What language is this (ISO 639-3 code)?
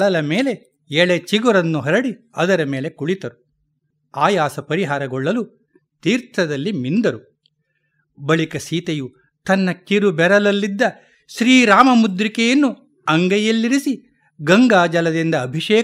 kan